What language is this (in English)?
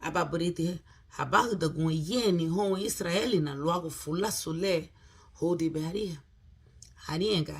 Garifuna